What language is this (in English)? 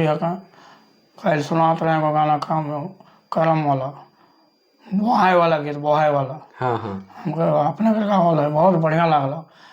Sadri